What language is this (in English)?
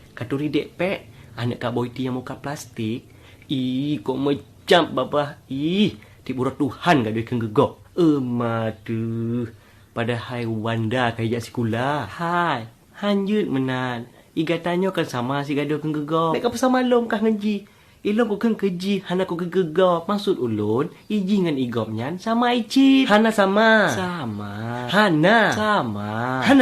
Achinese